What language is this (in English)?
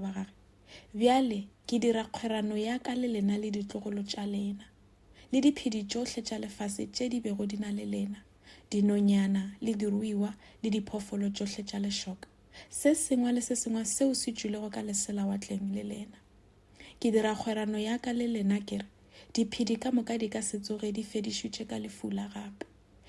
Northern Sotho